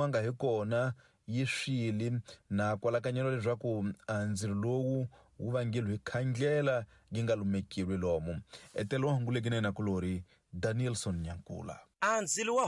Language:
Tsonga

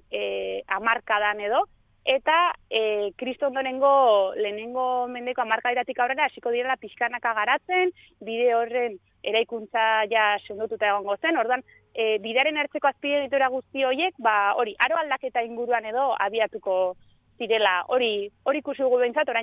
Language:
Basque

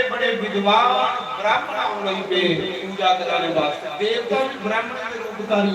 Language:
Dogri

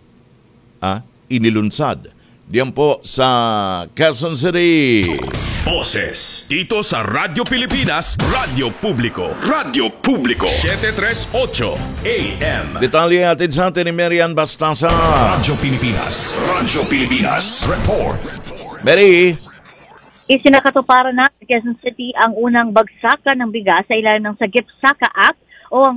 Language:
Filipino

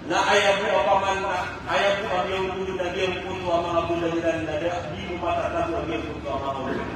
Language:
Maranao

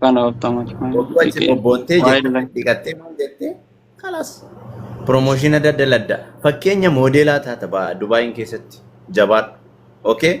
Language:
Oromo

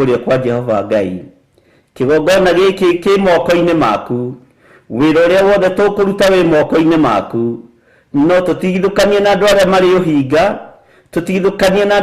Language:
Kikuyu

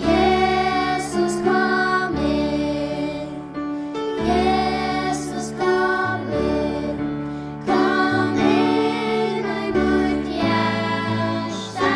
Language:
Faroese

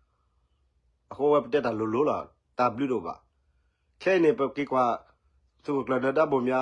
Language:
S'gaw Karen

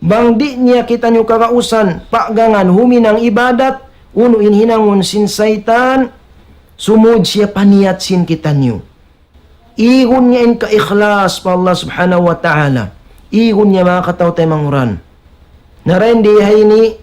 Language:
Tausug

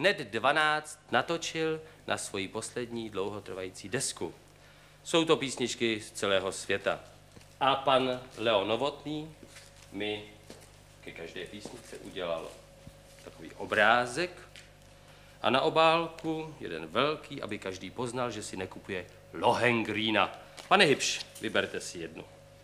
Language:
Czech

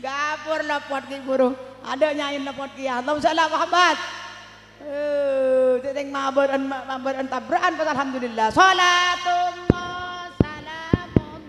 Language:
Madurese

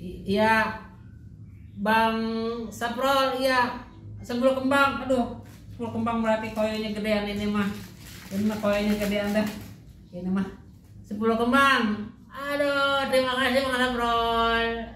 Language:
Betawi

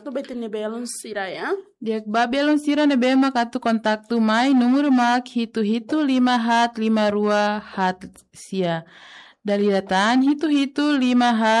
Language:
Tetum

